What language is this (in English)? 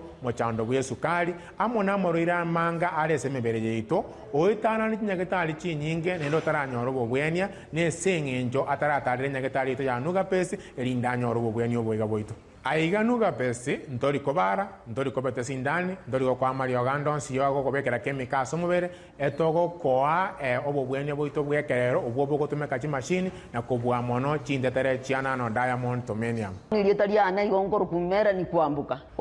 Gusii